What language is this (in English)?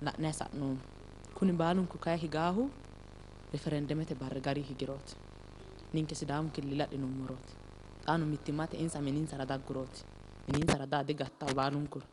Sidamo